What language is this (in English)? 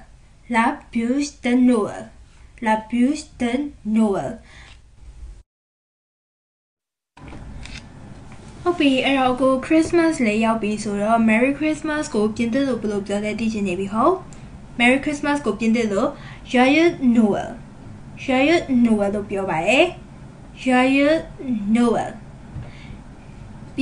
Burmese